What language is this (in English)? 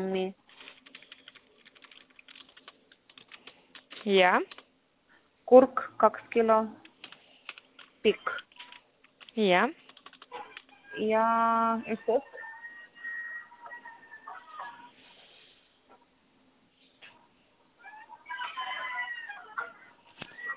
Estonian